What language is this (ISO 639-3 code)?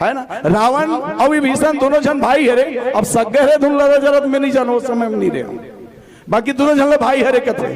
hne